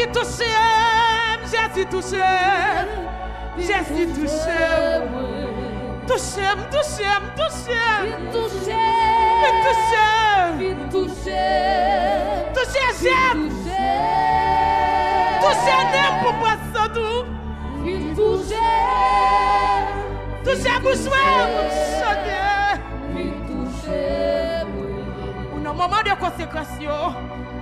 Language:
French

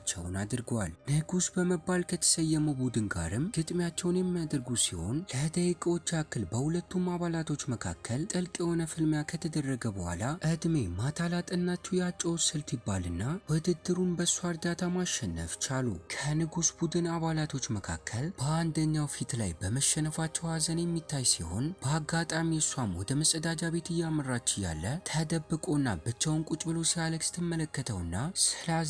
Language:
Amharic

